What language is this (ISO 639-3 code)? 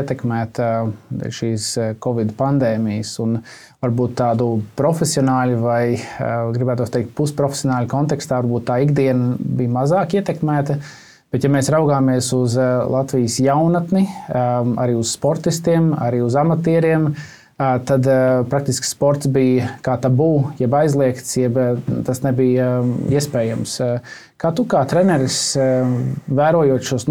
lav